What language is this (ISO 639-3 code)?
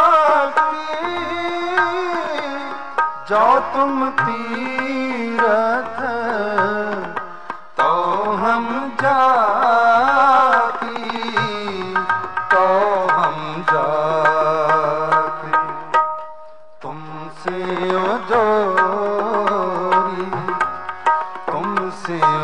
pan